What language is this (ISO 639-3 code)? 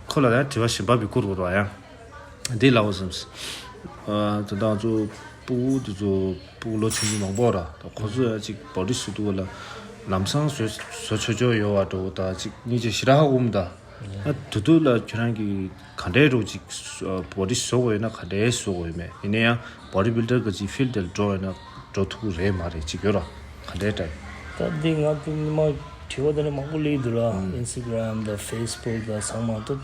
bod